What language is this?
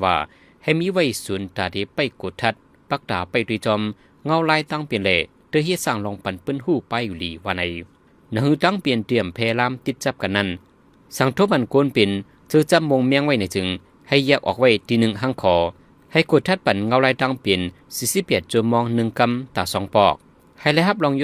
Shan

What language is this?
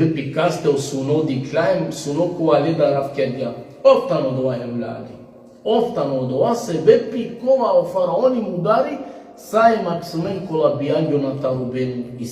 Balkan Romani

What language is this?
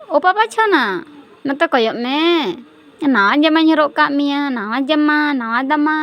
Santali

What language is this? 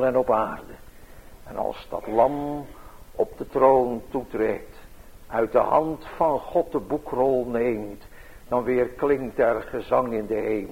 Dutch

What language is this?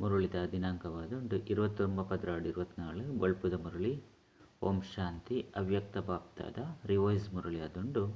Tulu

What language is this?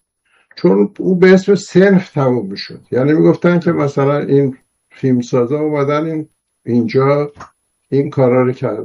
Persian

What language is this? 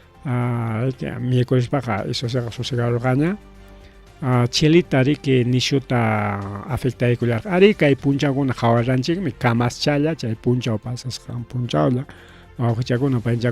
Ayacucho Quechua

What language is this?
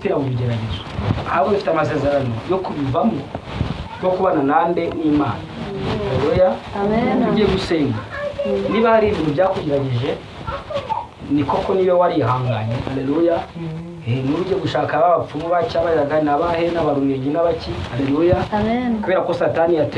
Kinyarwanda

